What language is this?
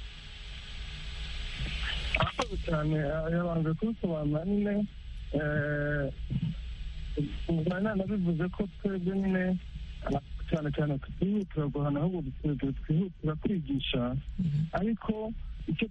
Kinyarwanda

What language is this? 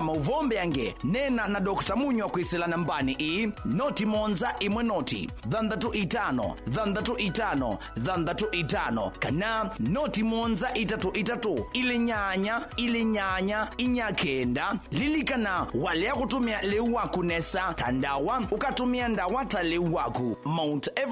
Kamba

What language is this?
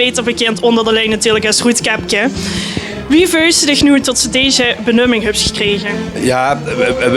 Limburgish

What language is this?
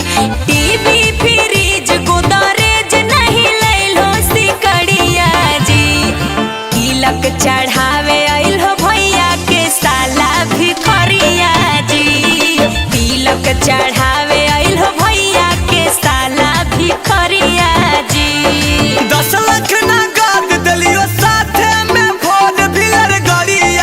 Magahi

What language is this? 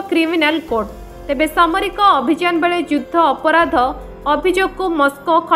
Odia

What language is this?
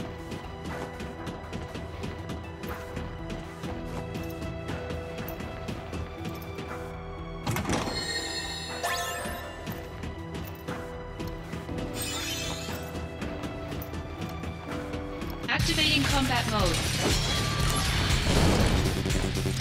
English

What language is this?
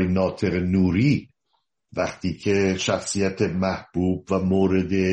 Persian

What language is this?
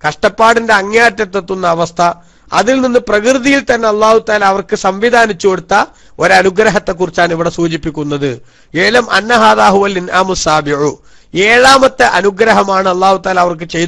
Malayalam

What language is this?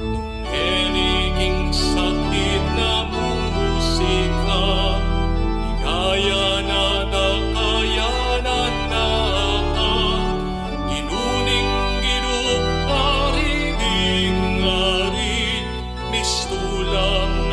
Pampanga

